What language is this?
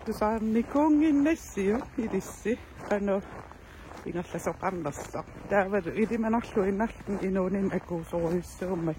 Kalaallisut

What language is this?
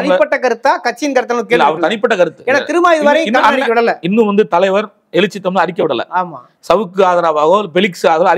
Tamil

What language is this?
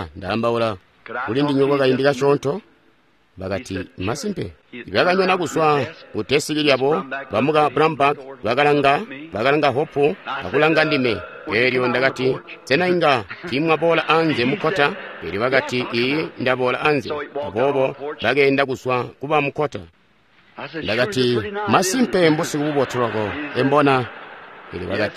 Tonga (Zambia)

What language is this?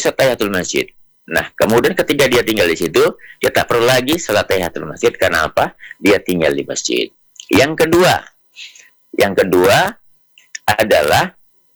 Indonesian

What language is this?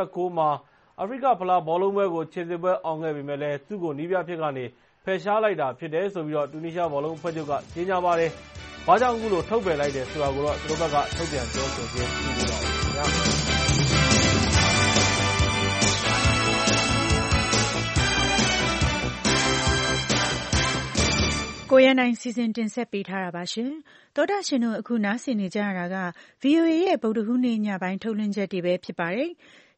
Burmese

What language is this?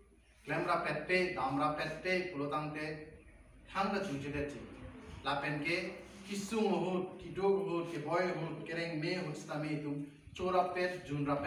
Karbi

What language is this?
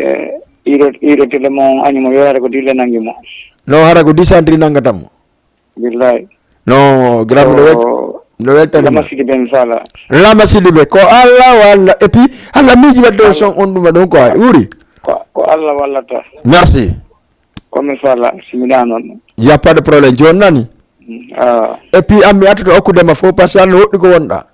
Fula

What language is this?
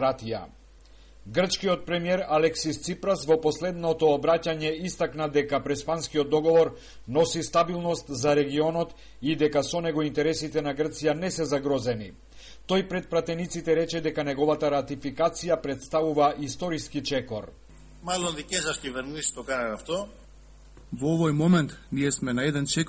Macedonian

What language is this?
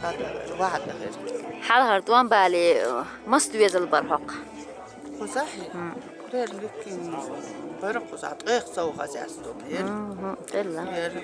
Chechen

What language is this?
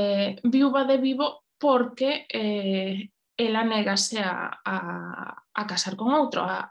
Galician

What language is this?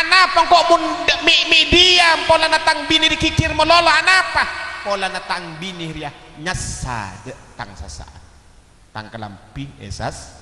Madurese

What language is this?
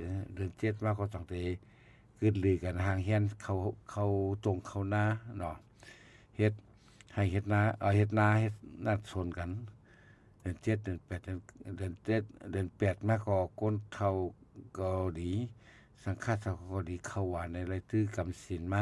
Shan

